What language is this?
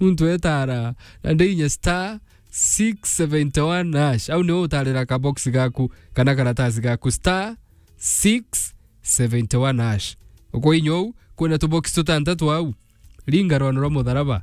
Meru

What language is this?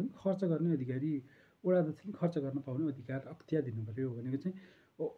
Nepali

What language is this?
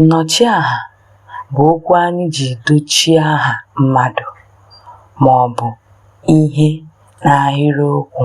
Igbo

